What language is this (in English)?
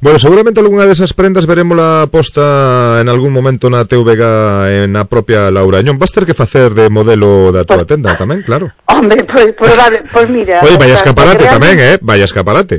Galician